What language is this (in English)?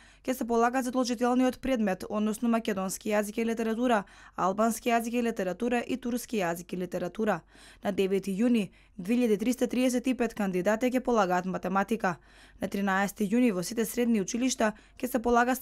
Macedonian